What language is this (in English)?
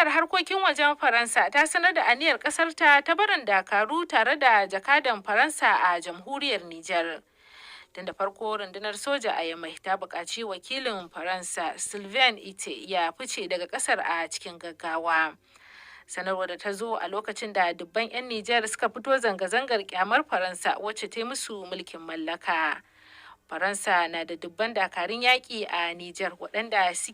Hausa